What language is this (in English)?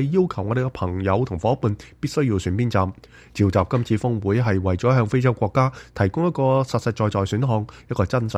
Cantonese